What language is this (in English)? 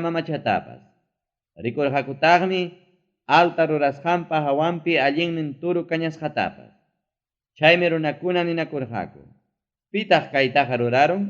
Ayacucho Quechua